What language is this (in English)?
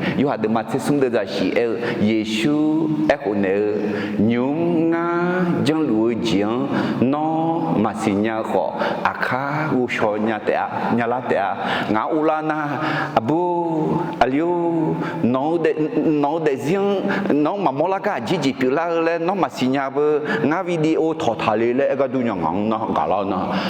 Akha